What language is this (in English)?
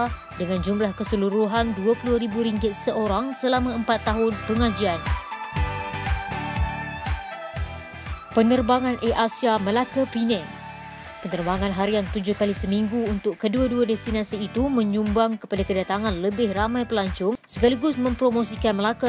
Malay